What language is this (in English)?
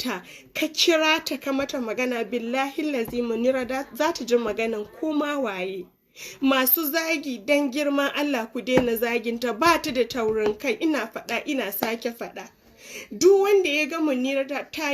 Hausa